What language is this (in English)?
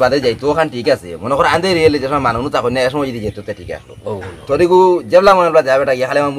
Sylheti